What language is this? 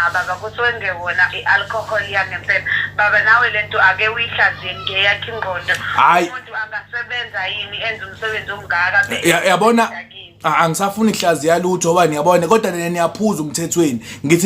Zulu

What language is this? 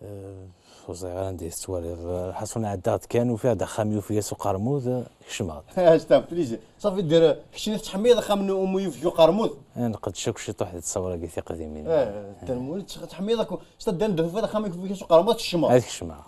Kabyle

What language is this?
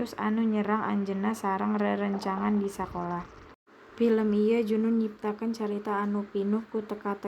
Sundanese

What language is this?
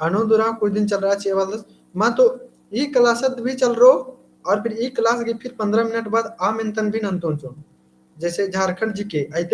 Kurukh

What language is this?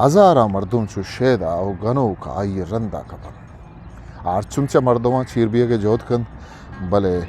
Eastern Balochi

